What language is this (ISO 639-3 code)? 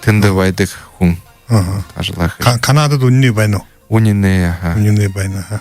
bua